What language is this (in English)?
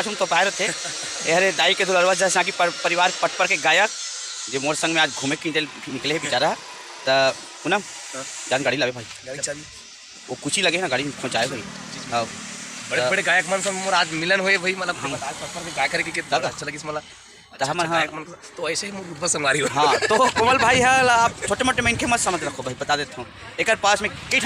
Chhattisgarhi